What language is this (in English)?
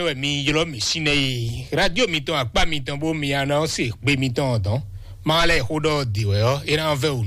Fon